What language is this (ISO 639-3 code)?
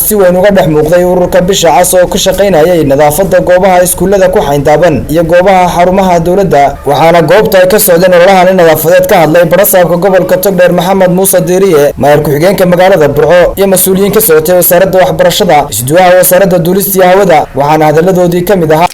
som